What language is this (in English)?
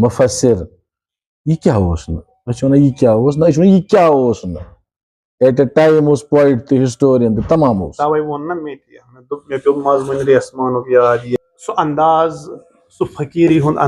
Kashmiri